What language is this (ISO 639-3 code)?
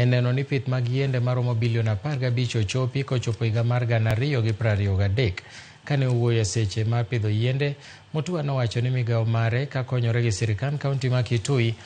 luo